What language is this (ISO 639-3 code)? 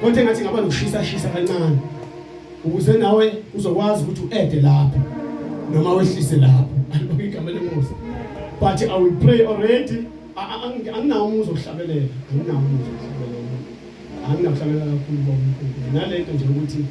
zul